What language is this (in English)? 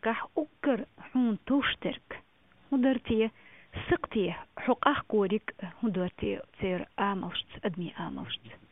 Chechen